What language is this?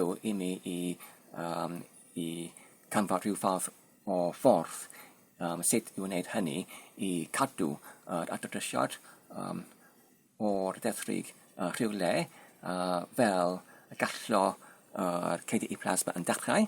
Welsh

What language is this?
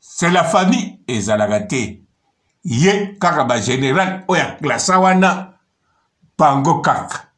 Lingala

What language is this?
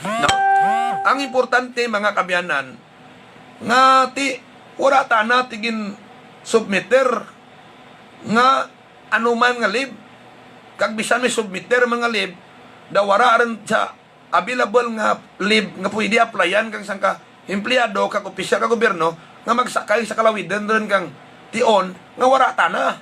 Hiligaynon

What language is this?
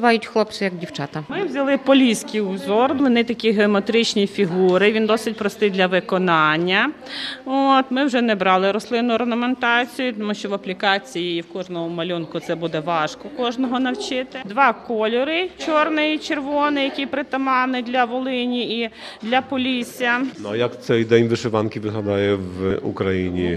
Ukrainian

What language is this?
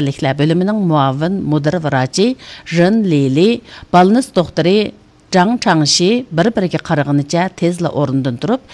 Uyghur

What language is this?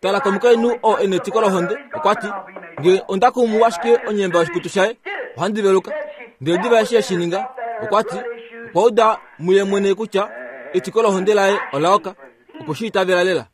Kuanyama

